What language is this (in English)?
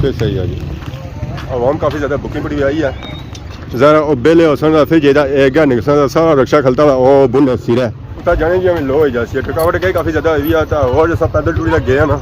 Pahari-Potwari